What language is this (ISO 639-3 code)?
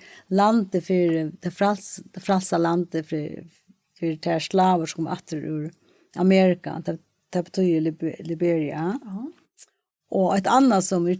fao